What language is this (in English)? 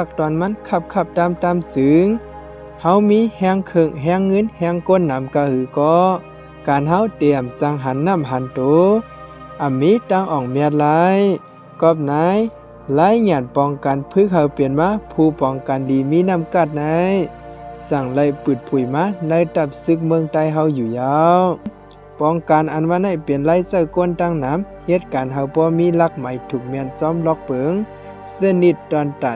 Shan